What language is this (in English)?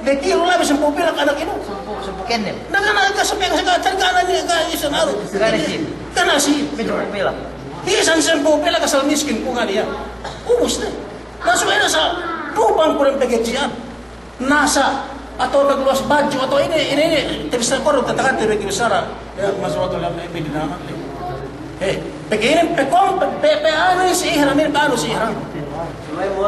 Yakan